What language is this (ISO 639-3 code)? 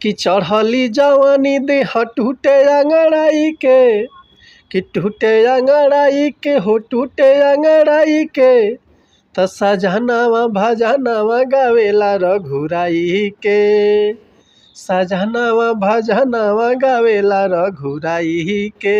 bho